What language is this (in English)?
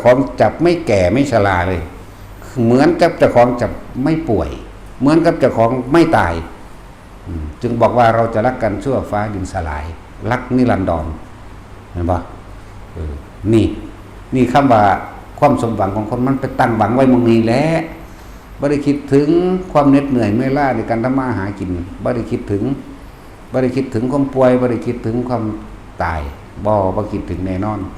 Northeastern Thai